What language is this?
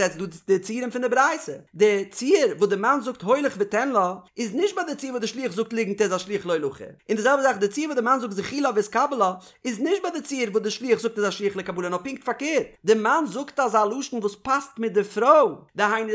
Yiddish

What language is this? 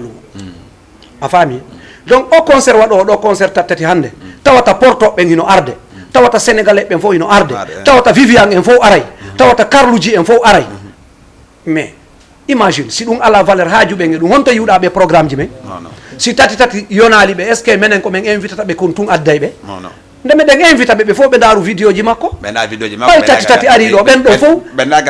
Fula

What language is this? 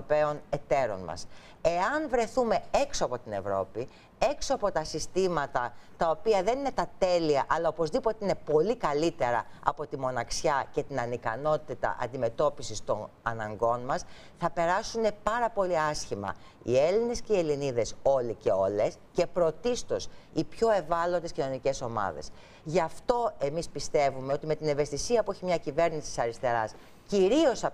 Greek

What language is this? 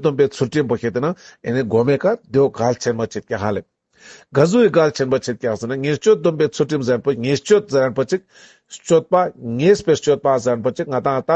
Ladakhi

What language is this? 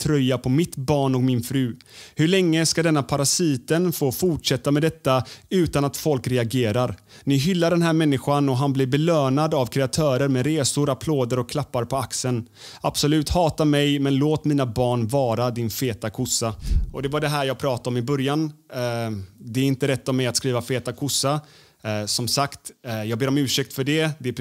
Swedish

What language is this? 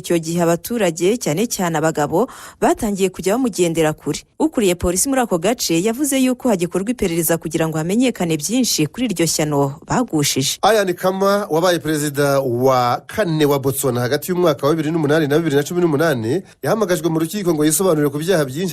Kinyarwanda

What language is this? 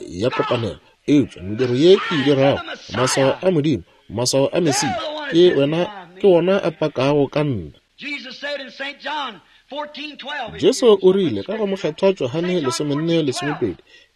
Northern Sotho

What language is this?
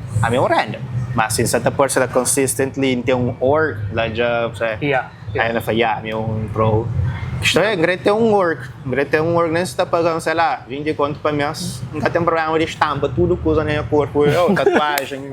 Kabuverdianu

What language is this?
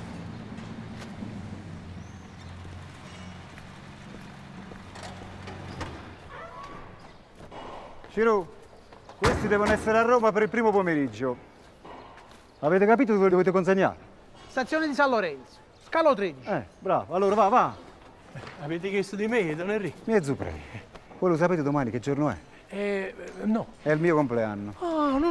Italian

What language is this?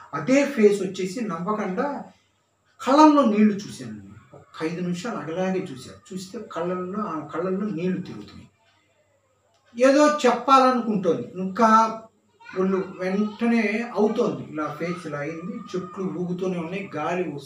Telugu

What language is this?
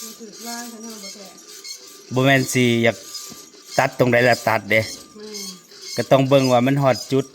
Northeastern Thai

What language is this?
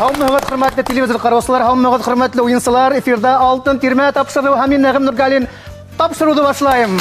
Bashkir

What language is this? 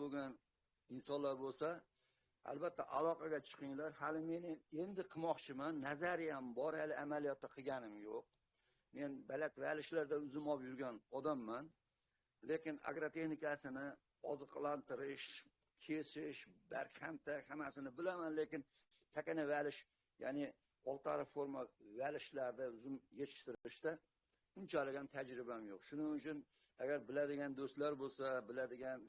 Uzbek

